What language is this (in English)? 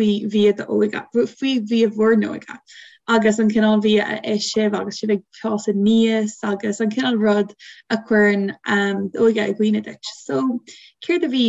Irish